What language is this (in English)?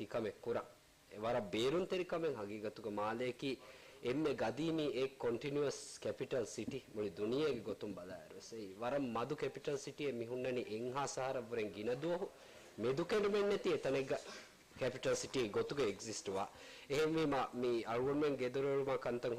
Divehi